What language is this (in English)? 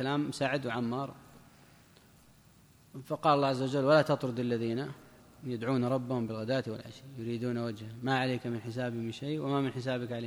Arabic